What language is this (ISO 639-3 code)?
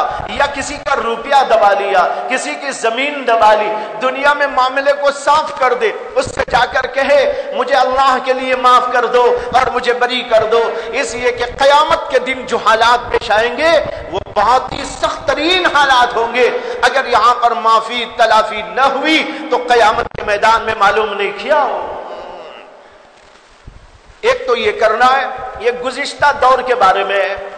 urd